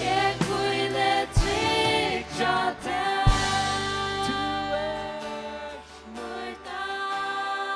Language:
Faroese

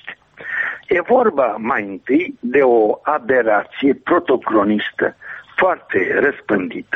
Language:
Romanian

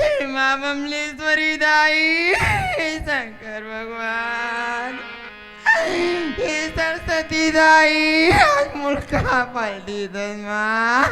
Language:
Chhattisgarhi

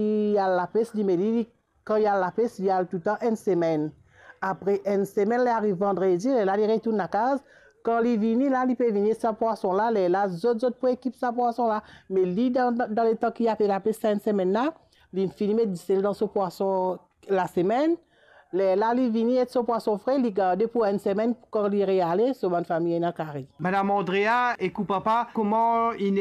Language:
Morisyen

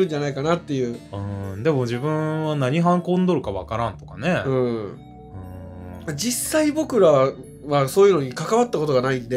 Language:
Japanese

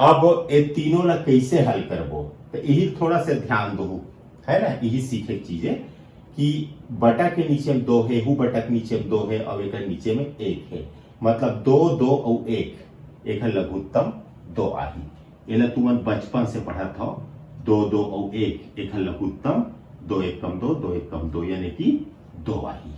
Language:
Chhattisgarhi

